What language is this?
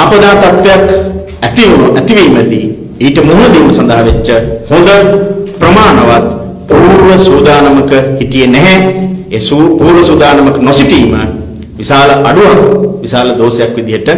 Sinhala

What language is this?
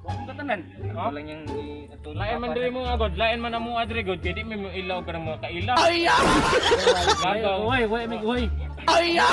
Cebuano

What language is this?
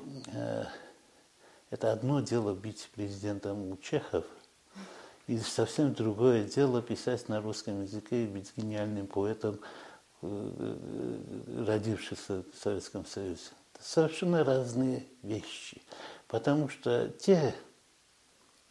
Russian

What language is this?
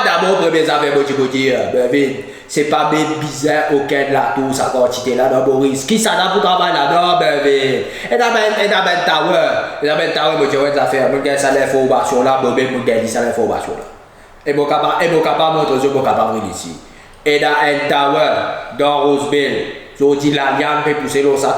Morisyen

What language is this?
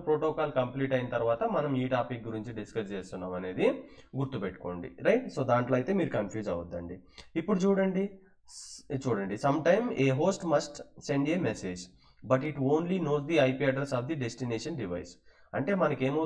Telugu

